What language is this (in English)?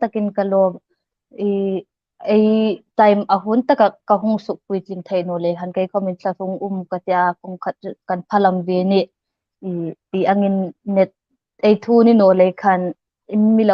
Hmar